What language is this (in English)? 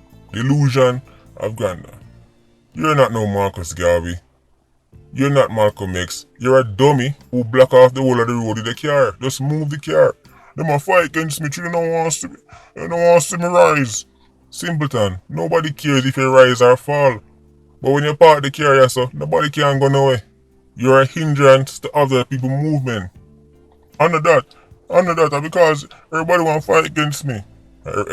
Jamaican Creole English